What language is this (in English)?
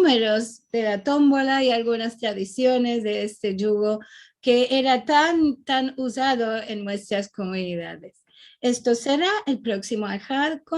Ladino